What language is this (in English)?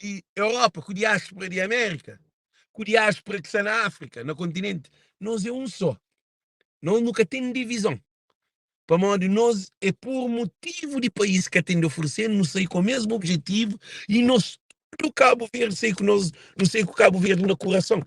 Kabuverdianu